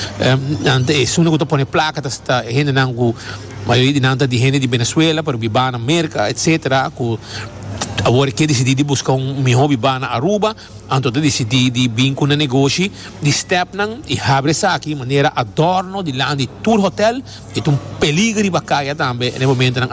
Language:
Papiamento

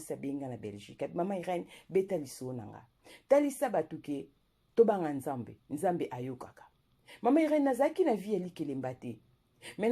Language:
Lingala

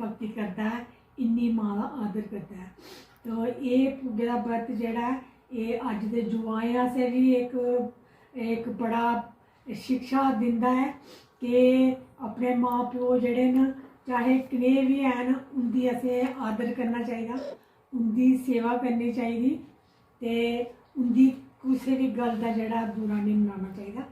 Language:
Dogri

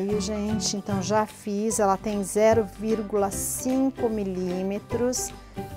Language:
Portuguese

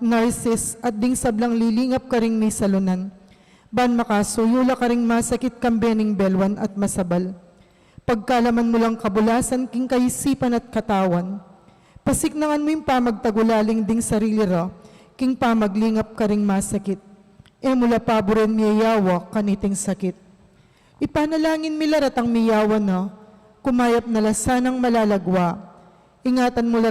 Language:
Pampanga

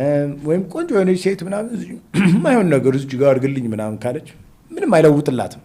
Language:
Amharic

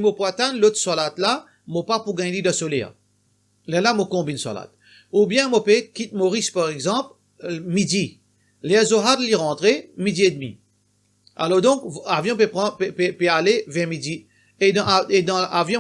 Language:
Morisyen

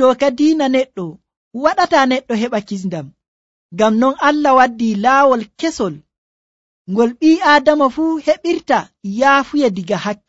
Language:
Nigerian Fulfulde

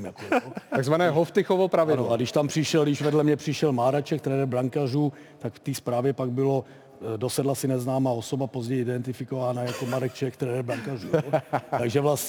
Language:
Czech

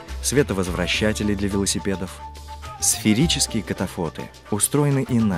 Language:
Russian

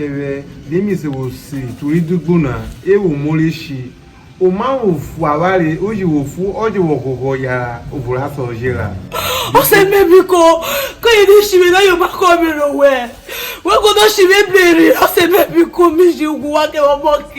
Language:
Urhobo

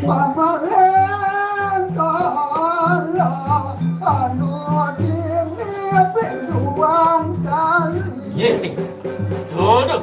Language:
Balinese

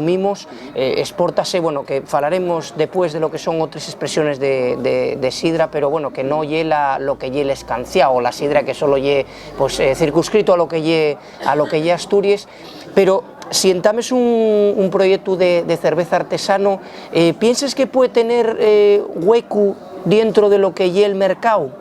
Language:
Asturian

